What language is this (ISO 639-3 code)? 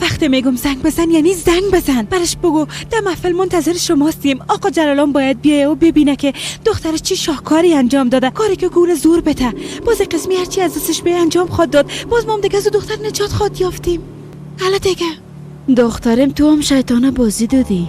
fas